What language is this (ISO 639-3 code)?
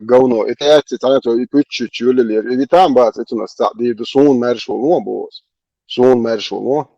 che